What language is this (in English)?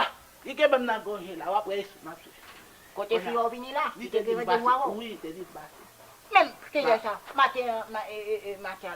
Haitian Creole